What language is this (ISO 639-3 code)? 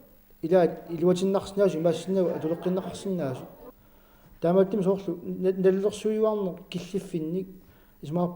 kal